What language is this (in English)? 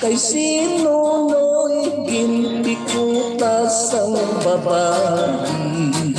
Hiligaynon